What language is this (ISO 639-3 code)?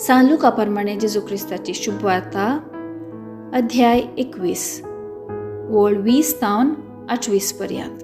kok